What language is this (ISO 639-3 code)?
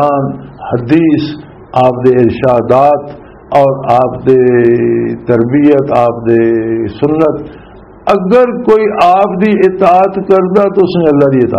lah